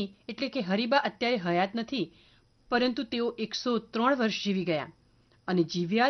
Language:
Gujarati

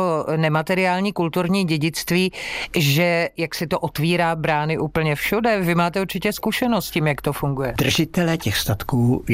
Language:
Czech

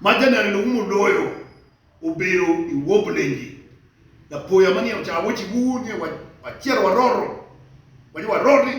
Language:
Acoli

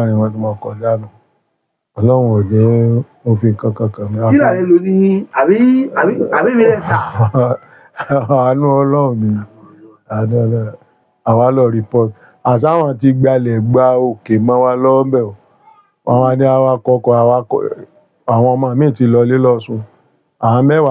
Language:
Yoruba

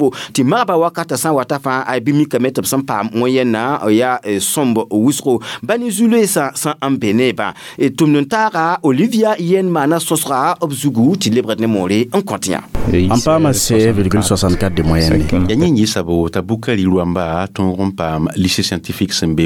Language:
Mossi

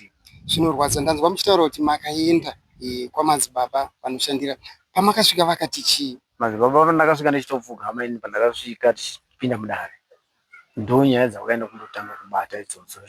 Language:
Shona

